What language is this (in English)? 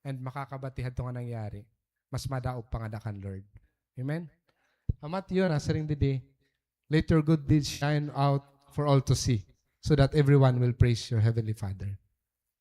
Waray